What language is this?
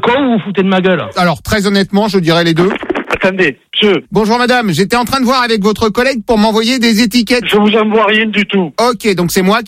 French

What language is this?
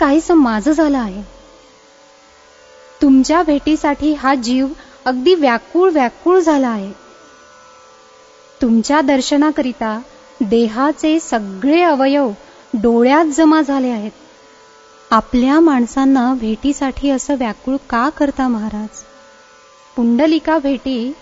Marathi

